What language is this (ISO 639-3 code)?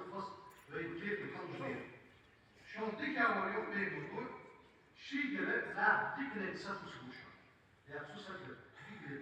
inh